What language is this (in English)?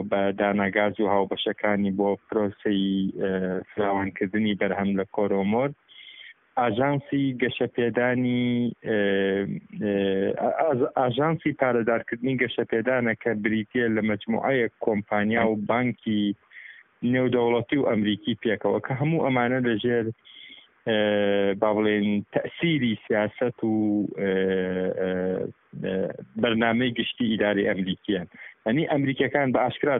Central Kurdish